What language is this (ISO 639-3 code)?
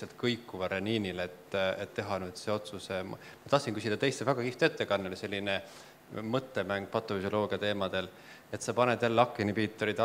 est